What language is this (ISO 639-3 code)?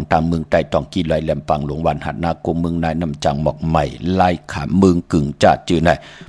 shn